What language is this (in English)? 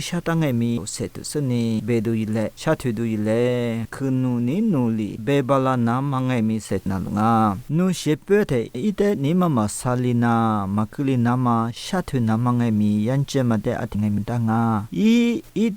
Lisu